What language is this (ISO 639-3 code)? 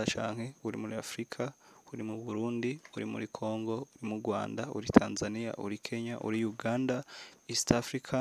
run